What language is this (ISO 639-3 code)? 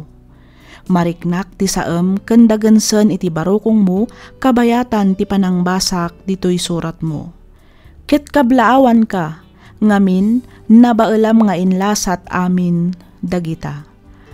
ilo